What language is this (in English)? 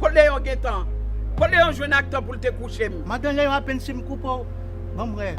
Haitian Creole